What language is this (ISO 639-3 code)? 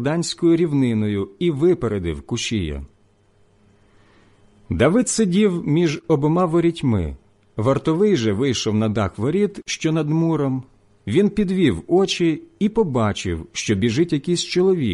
ukr